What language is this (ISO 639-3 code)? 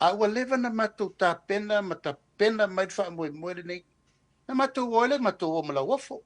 smo